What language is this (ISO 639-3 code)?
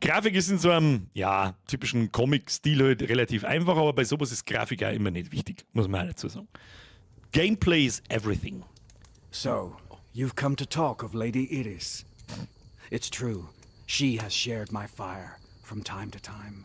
bar